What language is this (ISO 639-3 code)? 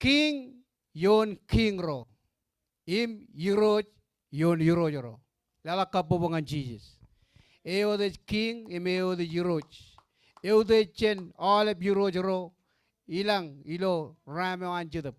mah